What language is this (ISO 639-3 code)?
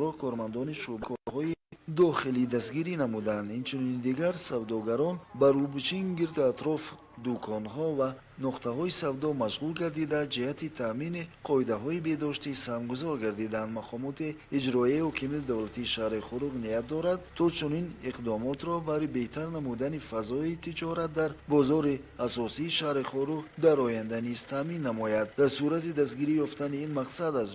tgk